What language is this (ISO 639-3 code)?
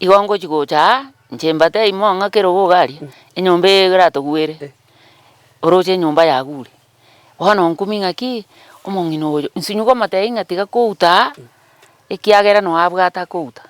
guz